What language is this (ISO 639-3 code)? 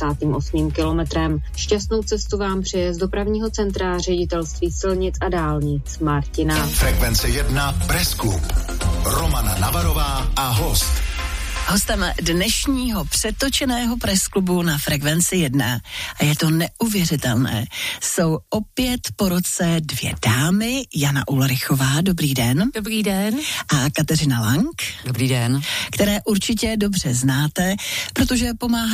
ces